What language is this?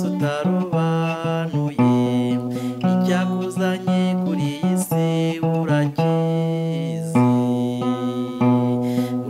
Kinyarwanda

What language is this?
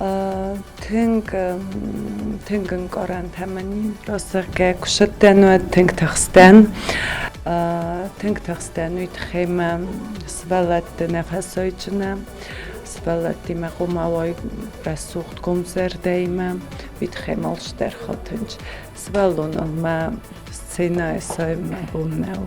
Ossetic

